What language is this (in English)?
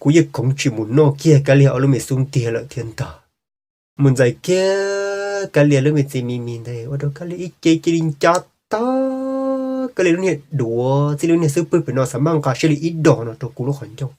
Hmong